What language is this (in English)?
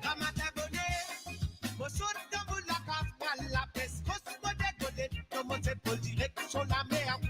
Morisyen